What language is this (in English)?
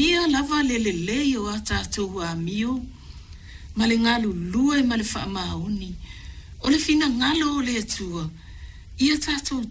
Samoan